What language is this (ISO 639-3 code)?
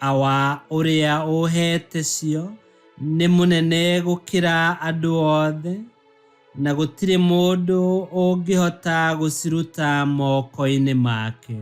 kik